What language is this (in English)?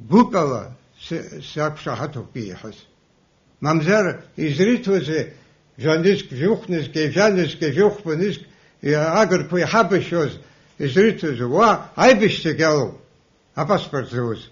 Abkhazian